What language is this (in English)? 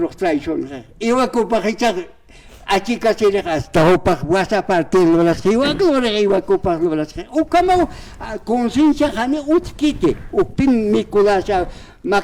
Aymara